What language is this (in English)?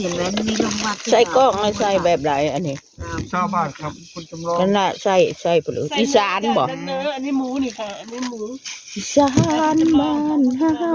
Northeastern Thai